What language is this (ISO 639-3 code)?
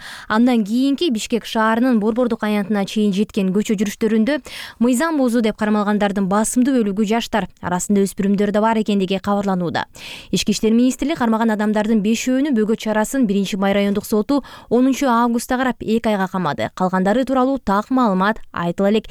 kir